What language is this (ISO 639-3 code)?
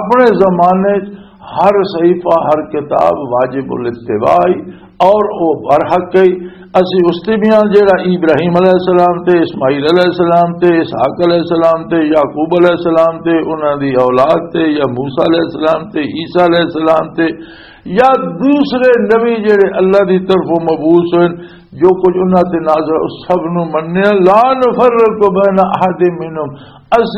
lah